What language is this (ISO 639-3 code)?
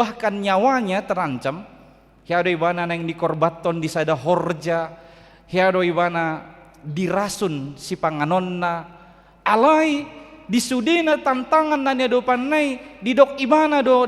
bbc